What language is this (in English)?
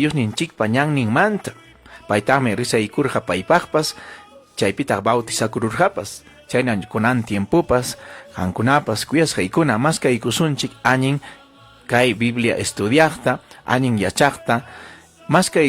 Ayacucho Quechua